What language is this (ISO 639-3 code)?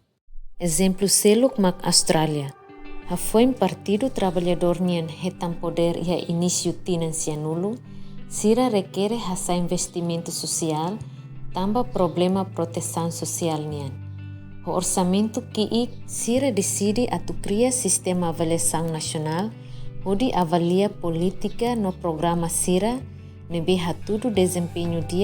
tet